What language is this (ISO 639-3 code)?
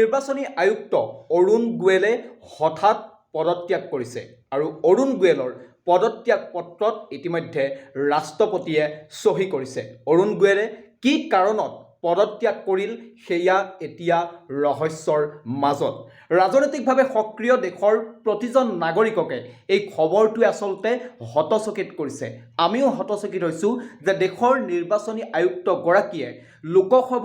asm